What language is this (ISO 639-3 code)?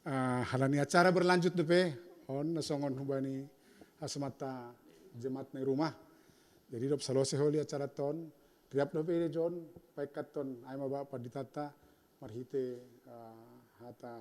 bts